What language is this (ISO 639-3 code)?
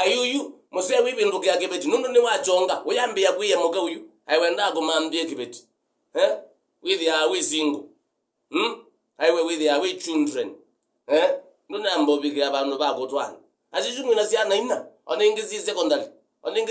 kam